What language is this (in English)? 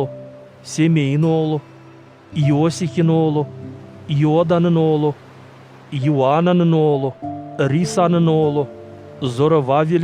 Gagauz